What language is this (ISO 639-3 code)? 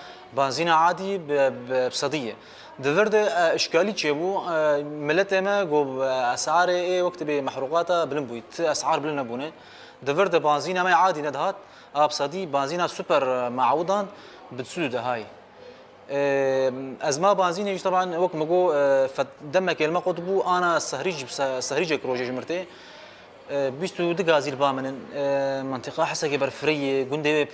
kur